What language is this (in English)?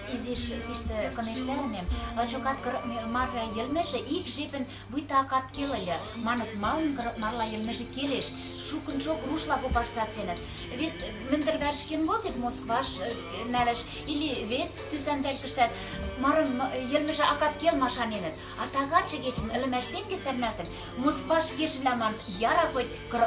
Western Mari